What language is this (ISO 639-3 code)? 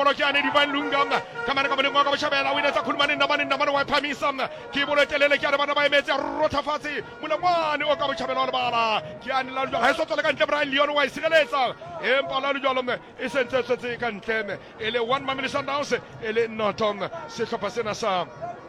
sot